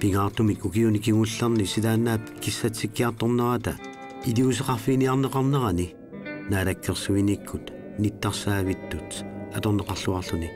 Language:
Kalaallisut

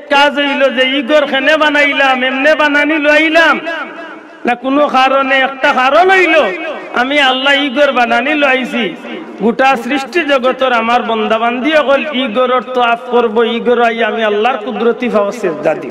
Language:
Sylheti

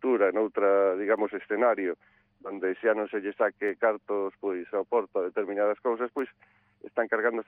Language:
Galician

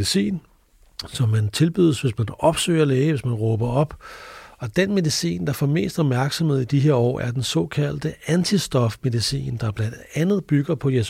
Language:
Danish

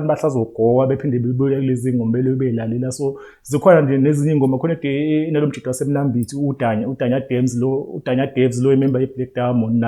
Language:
Zulu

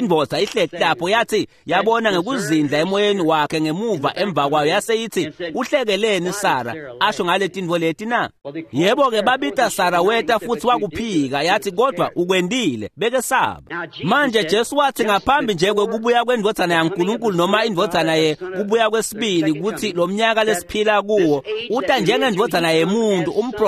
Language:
Swati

